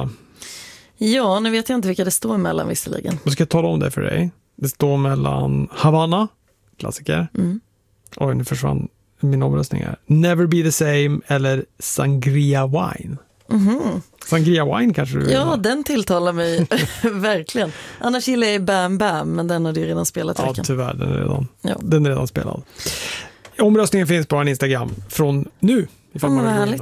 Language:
Swedish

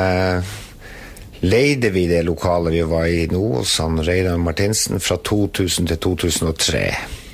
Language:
Norwegian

